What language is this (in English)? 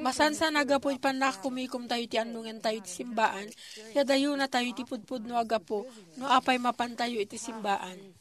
Iloko